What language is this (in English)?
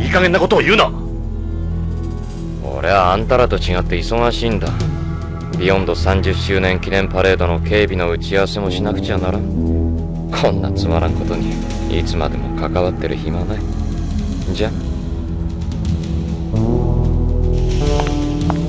Japanese